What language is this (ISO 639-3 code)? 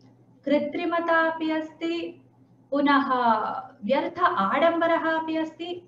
san